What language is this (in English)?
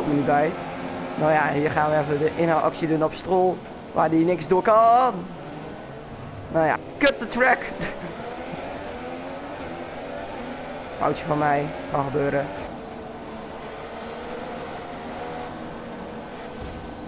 Dutch